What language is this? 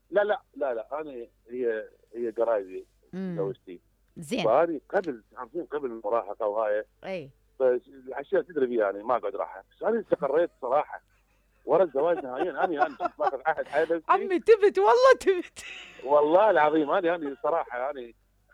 Mesopotamian Arabic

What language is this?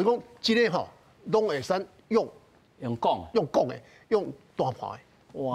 Min Nan Chinese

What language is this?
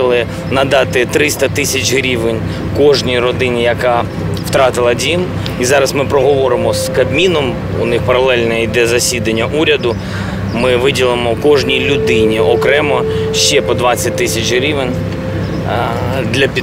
Ukrainian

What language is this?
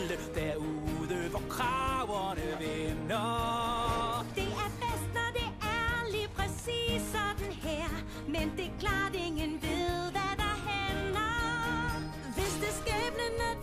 Danish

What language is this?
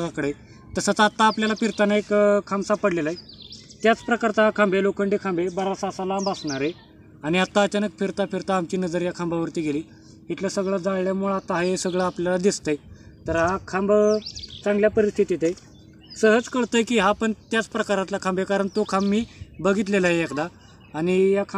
Marathi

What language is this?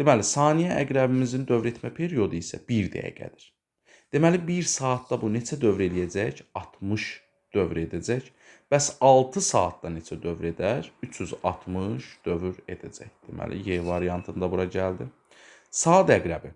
Azerbaijani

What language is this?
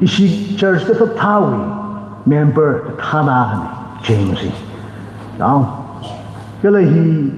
Tangkhul Naga (India)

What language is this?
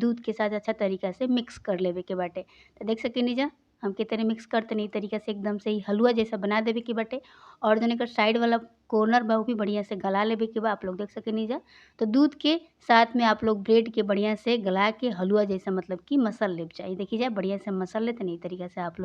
Bhojpuri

